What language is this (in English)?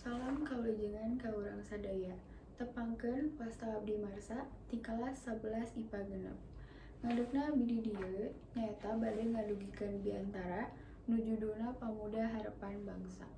Sundanese